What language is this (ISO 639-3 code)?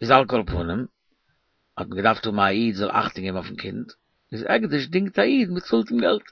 yid